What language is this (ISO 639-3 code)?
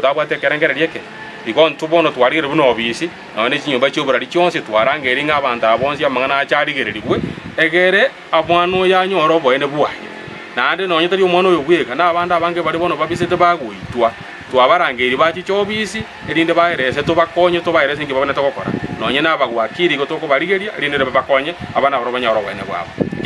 guz